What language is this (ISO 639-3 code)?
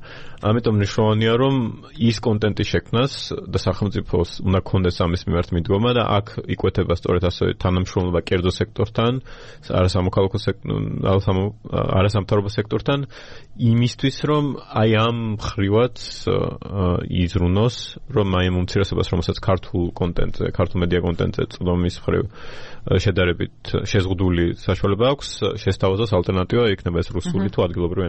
kat